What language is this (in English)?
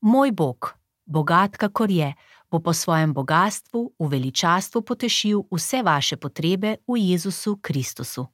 Slovenian